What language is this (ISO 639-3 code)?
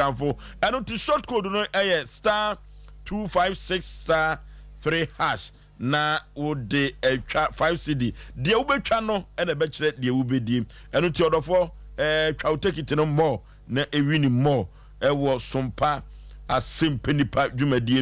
aka